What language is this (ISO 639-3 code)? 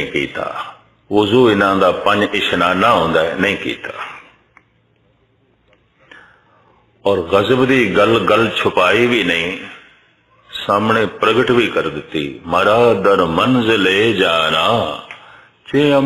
pan